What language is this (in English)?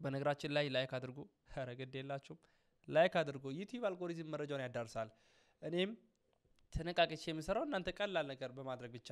Amharic